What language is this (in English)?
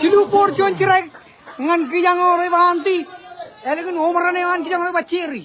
Marshallese